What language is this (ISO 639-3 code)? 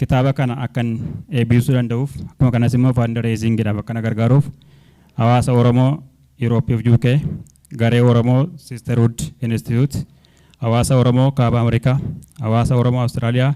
orm